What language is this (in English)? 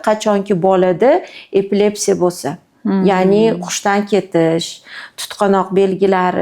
Uzbek